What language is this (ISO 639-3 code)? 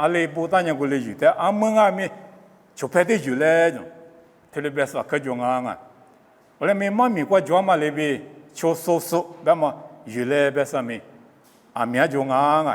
lis